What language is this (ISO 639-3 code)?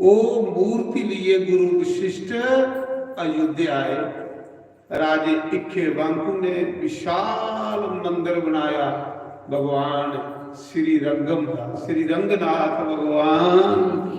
doi